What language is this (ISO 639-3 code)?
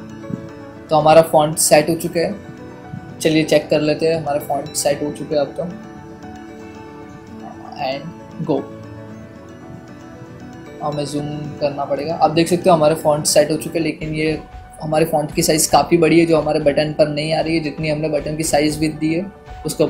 hin